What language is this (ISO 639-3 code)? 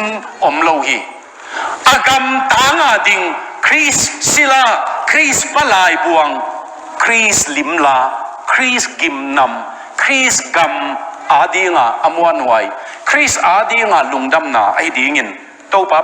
ctd